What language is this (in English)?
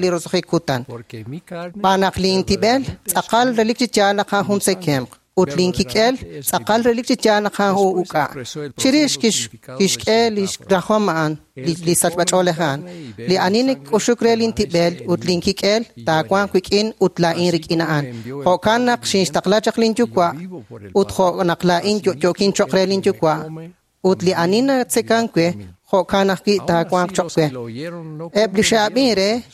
Kekchí